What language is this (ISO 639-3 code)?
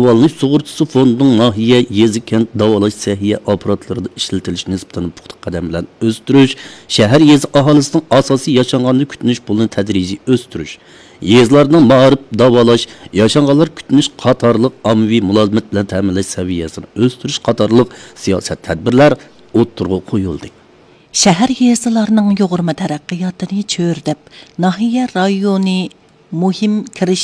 uig